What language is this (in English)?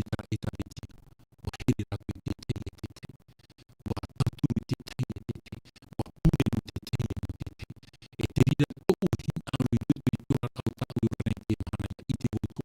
Tahitian